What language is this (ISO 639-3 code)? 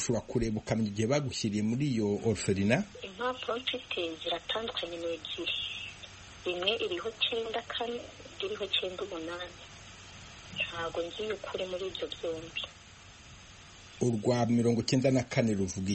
kin